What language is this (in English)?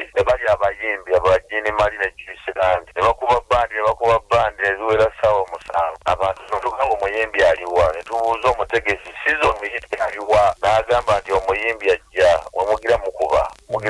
Ganda